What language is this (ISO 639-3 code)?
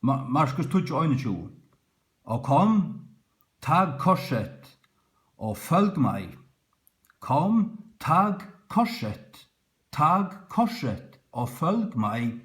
fao